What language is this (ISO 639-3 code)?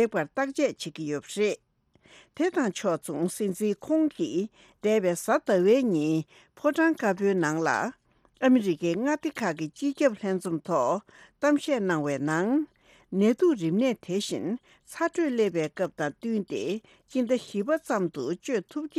bod